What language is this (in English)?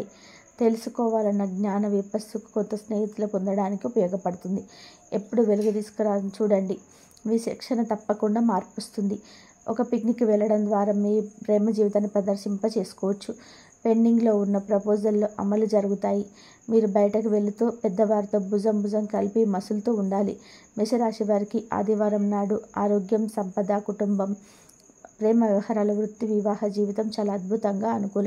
Telugu